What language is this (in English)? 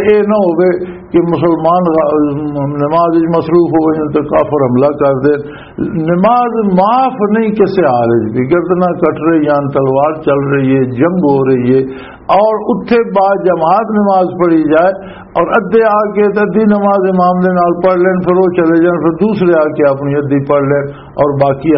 Western Panjabi